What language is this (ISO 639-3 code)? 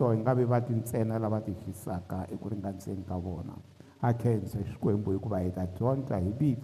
tso